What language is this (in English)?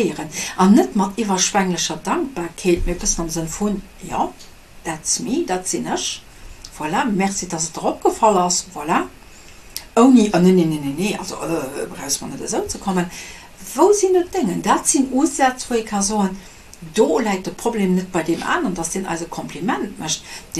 Luxembourgish